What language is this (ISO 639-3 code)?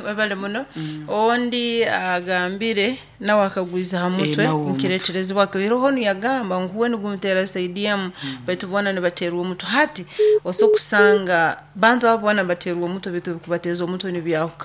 nyo